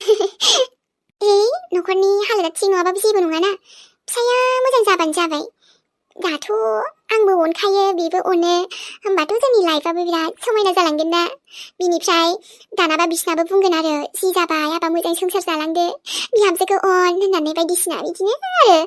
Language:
Bodo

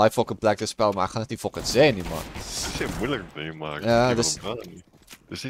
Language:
Afrikaans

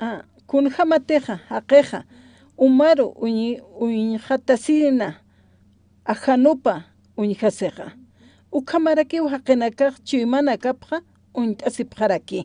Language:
Aymara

